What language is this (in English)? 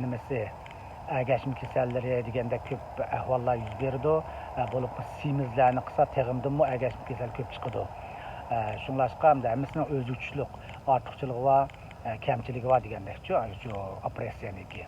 Uyghur